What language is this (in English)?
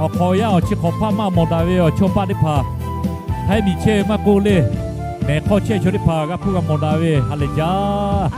Lahu